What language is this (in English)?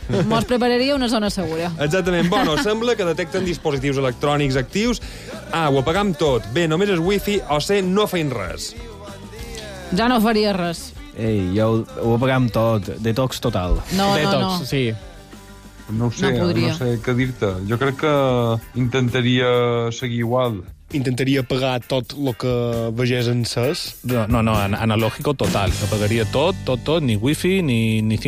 Catalan